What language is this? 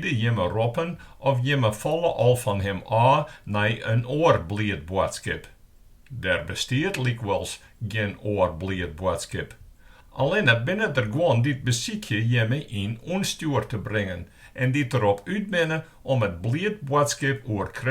Western Frisian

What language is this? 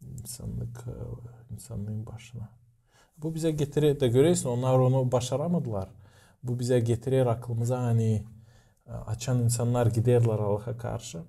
Gagauz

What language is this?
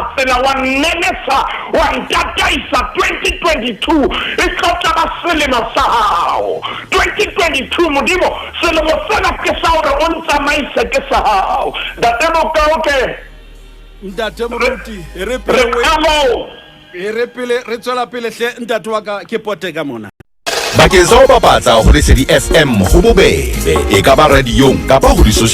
Southern Sotho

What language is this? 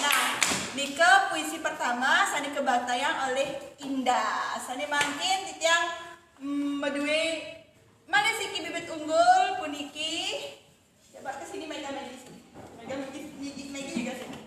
Balinese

